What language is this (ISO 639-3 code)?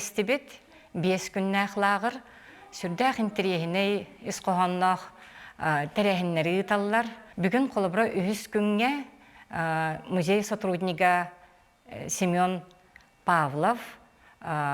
sah